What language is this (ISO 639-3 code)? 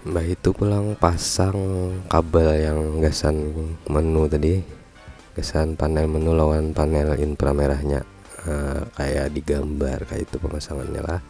bjn